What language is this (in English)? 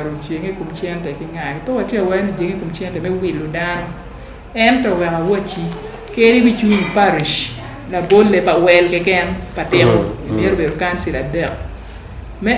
Acoli